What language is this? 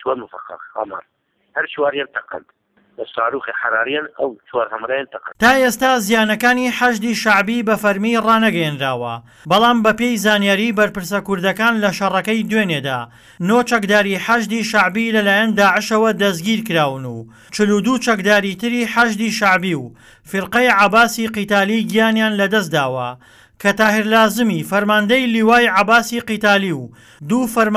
Central Kurdish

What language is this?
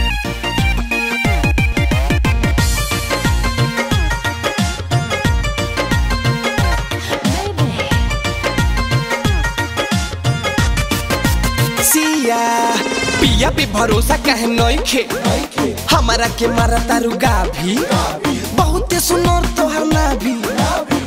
Bhojpuri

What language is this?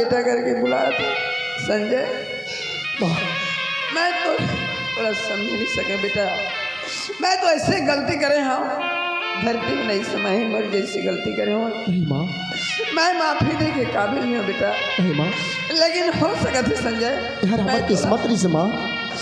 Chhattisgarhi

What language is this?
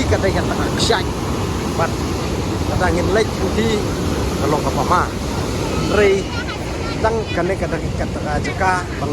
Khasi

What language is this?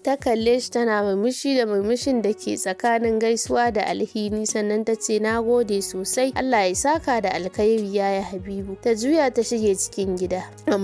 Hausa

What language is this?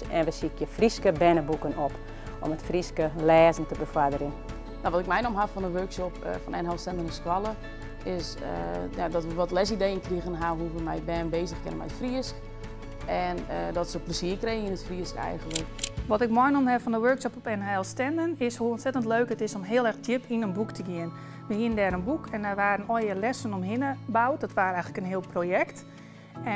Western Frisian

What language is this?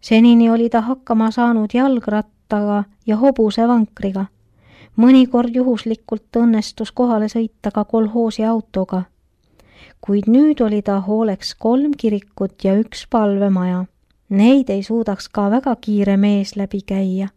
Estonian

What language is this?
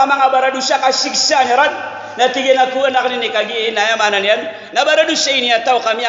Maranao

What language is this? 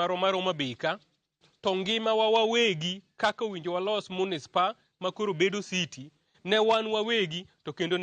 Luo (Kenya and Tanzania)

